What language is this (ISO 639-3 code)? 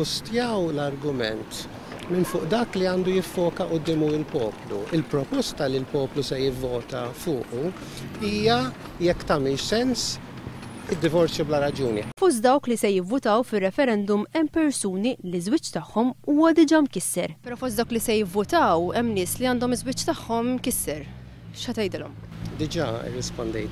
mlt